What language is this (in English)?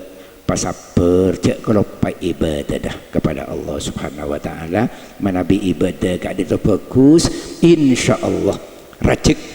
Madurese